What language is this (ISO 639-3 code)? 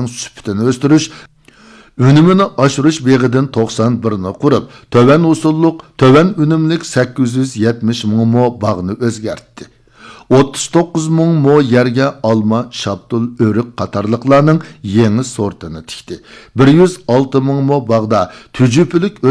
uig